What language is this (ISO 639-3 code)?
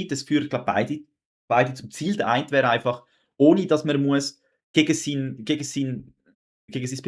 gsw